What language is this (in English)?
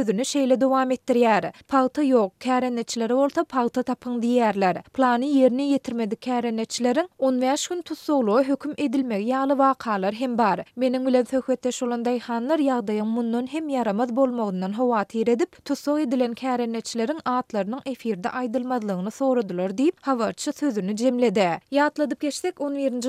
Turkmen